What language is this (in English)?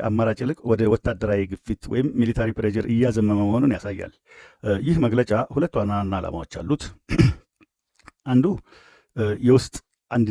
Amharic